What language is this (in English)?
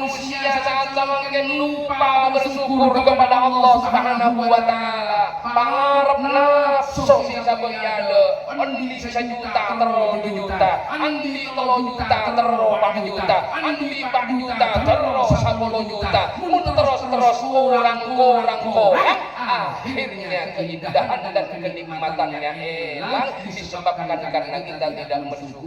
Madurese